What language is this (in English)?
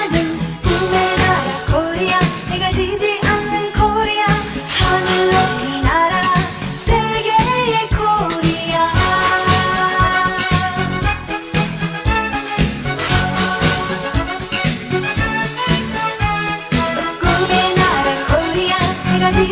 Korean